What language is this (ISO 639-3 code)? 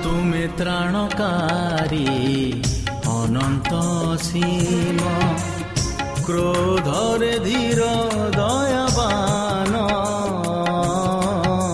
ori